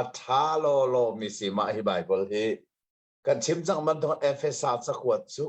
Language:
Hakha Chin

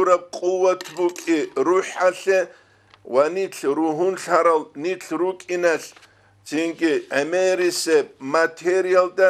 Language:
Avaric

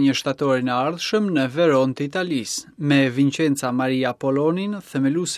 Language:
Albanian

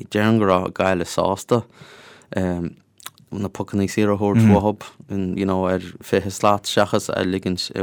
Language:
Irish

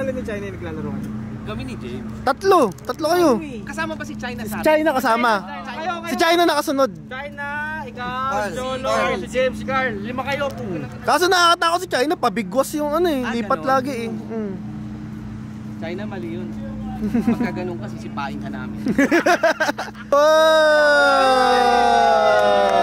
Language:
Filipino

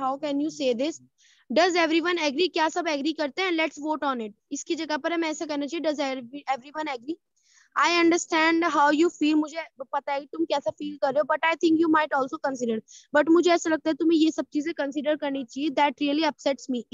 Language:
Hindi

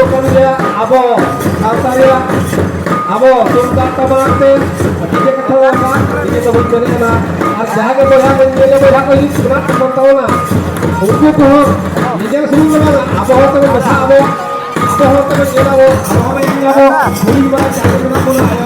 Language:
Santali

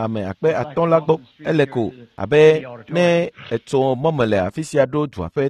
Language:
Ewe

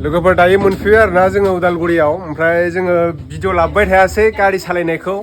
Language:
Bodo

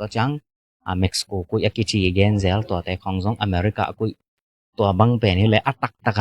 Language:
Tedim Chin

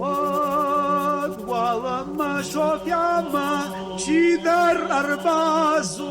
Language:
Ossetic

